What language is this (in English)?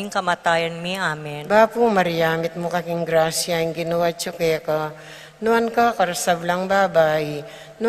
Pampanga